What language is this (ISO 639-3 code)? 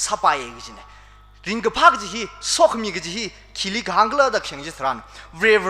nmf